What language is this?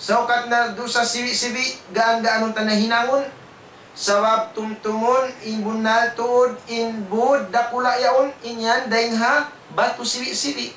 Tausug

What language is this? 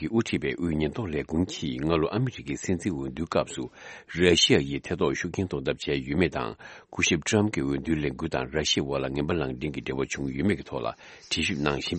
Tibetan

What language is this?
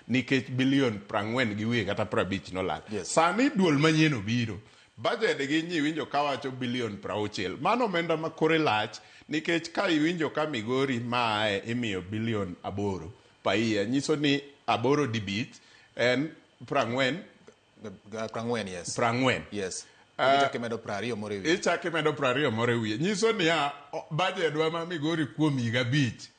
Luo (Kenya and Tanzania)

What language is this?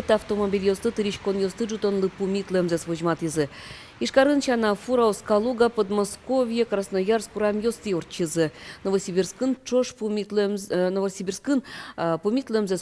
Udmurt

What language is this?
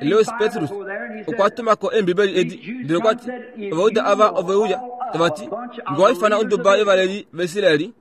Kuanyama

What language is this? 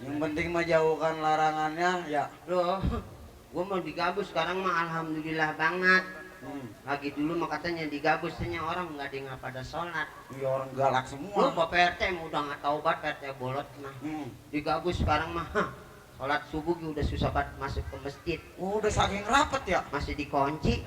Betawi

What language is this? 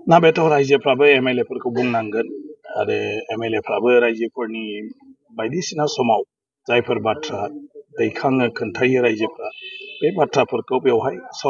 Bodo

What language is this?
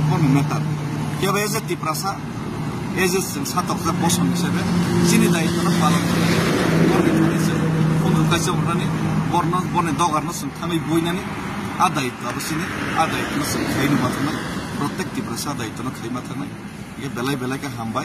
Kok Borok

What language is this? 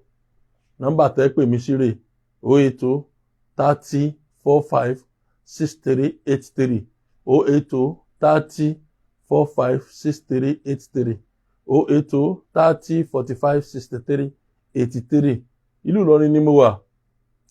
Yoruba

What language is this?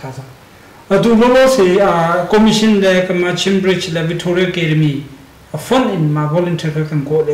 Hakha Chin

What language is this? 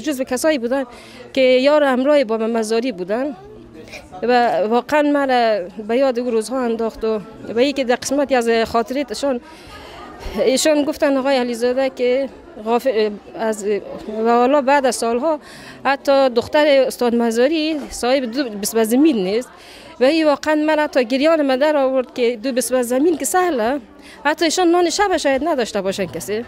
Persian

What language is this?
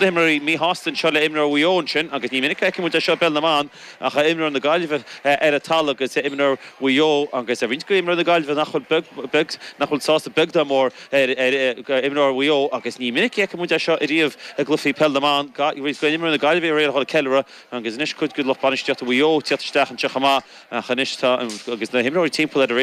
Irish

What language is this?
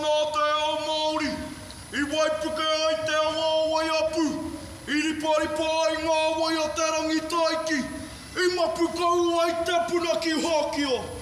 Māori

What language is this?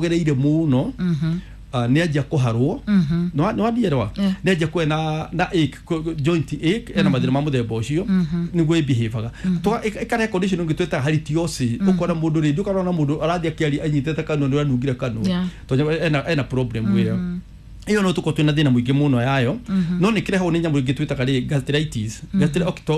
Kikuyu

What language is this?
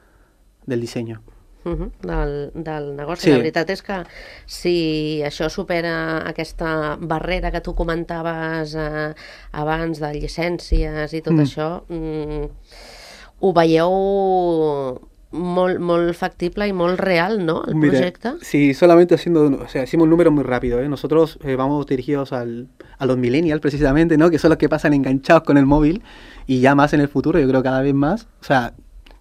Catalan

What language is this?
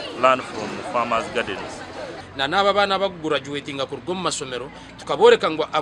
Nyankole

